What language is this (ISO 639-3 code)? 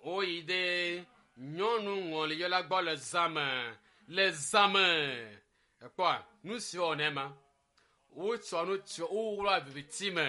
ewe